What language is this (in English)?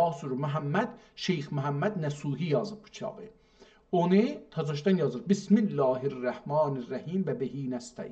South Azerbaijani